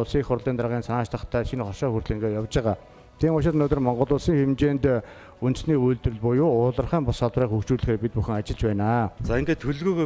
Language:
Mongolian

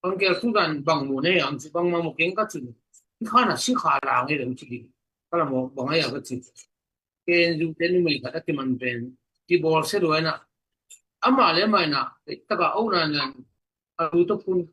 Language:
Tedim Chin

